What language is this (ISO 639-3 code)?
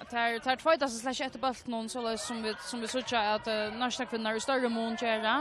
fao